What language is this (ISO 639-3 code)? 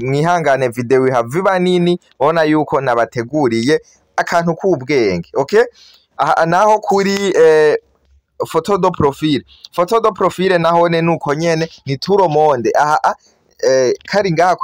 run